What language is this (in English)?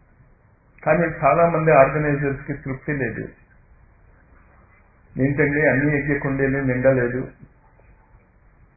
Telugu